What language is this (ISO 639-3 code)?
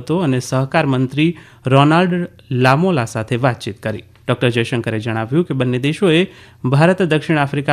guj